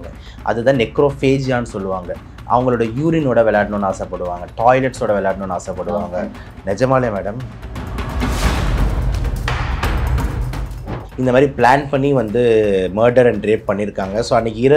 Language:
Tamil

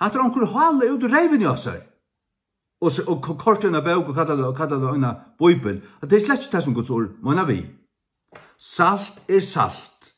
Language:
Faroese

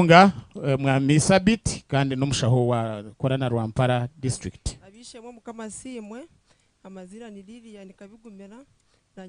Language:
Nyankole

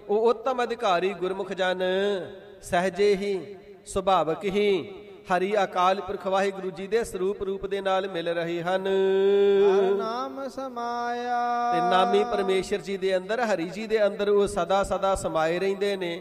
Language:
Punjabi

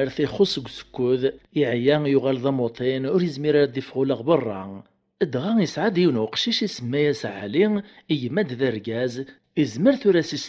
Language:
Kabyle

